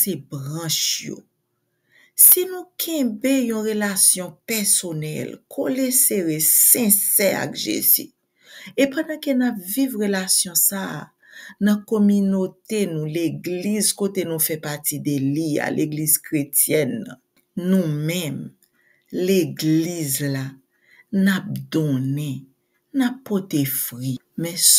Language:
Haitian Creole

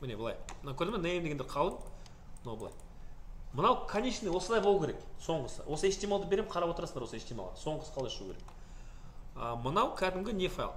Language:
Kazakh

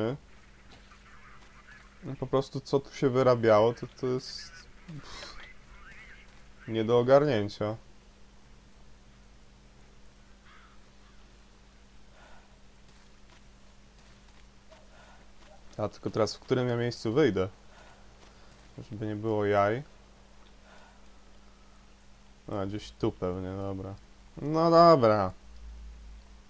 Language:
Polish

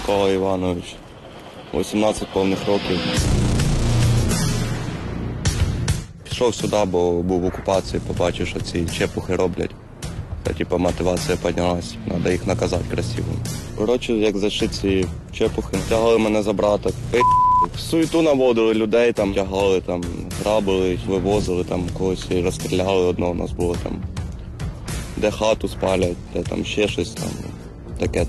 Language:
Ukrainian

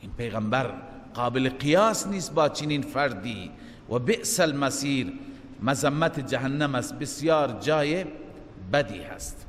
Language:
Persian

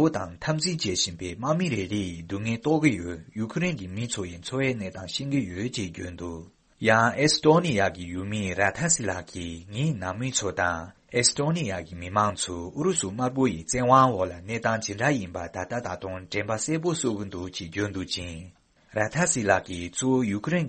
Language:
Tibetan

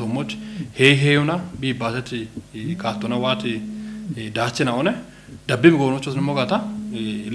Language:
Kafa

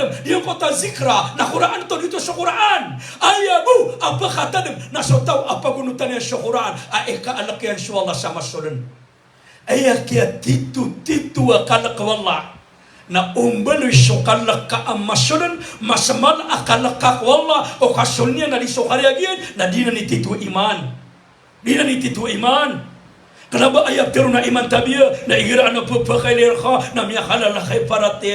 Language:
Maranao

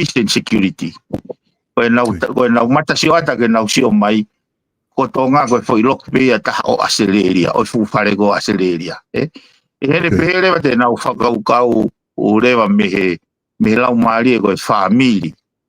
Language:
Tongan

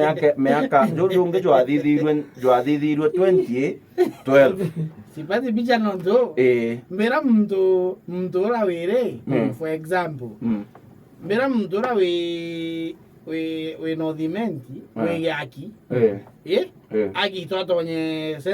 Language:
Meru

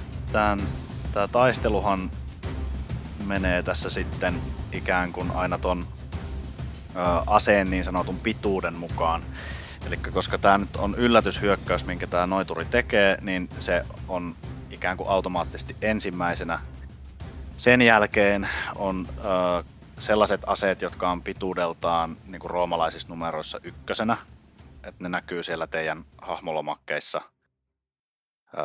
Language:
Finnish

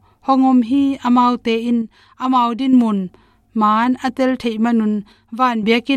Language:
Tedim Chin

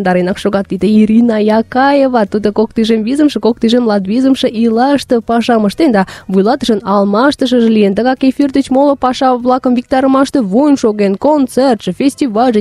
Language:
Mari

